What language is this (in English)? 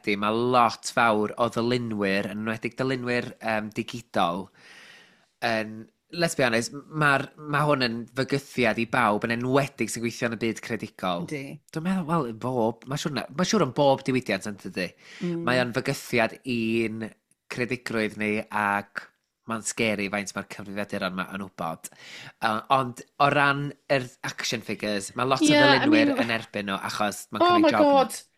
Welsh